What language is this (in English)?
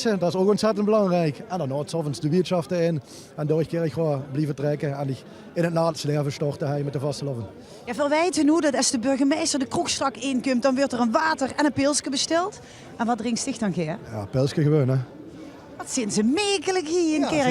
Limburgish